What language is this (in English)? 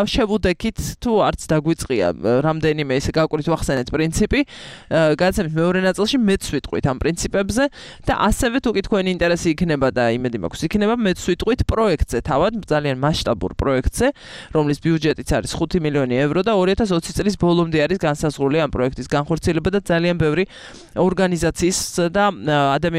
Georgian